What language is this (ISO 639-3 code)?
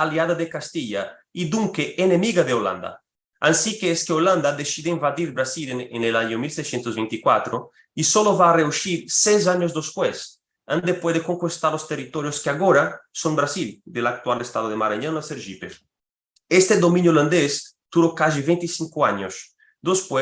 lad